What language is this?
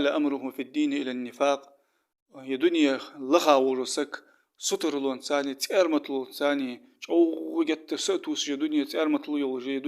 Ingush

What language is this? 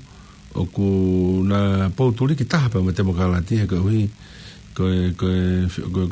Tongan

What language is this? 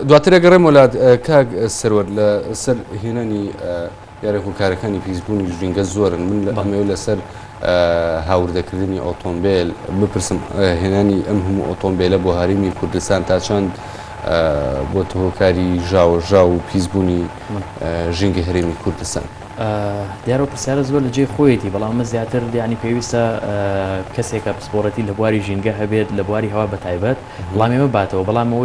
Central Kurdish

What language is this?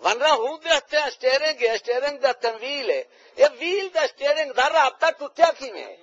Saraiki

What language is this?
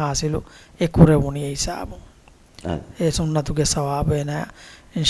Divehi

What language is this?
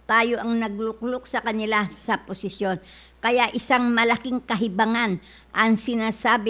Filipino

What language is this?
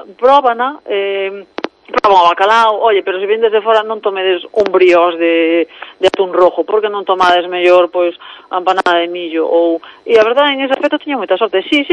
Galician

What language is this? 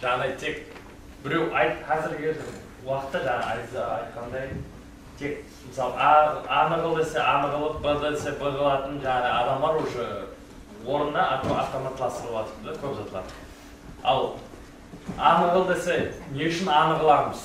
Kara-Kalpak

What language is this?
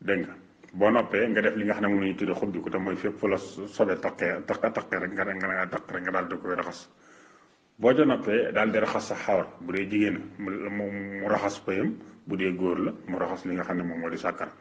Wolof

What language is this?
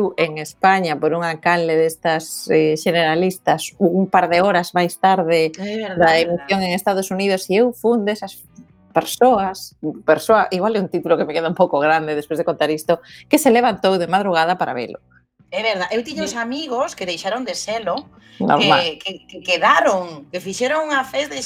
Galician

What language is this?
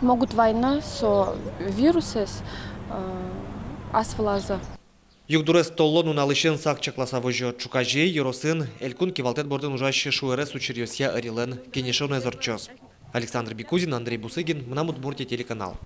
Udmurt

